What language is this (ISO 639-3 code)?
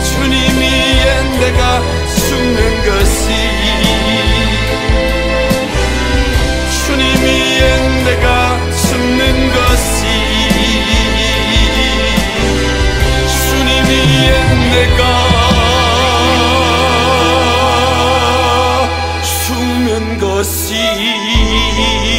kor